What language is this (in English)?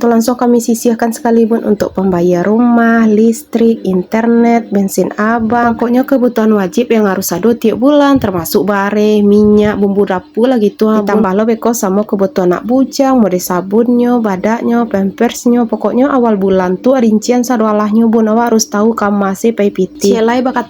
Minangkabau